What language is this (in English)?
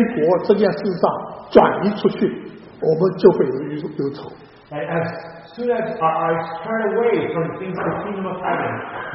Chinese